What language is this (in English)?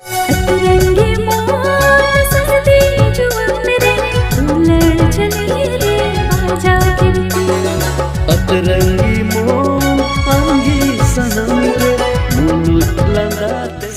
Santali